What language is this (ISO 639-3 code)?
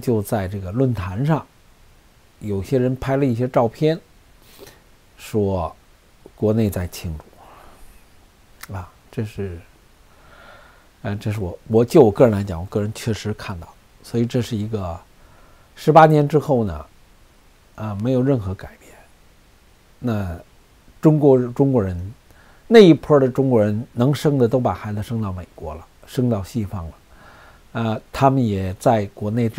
zho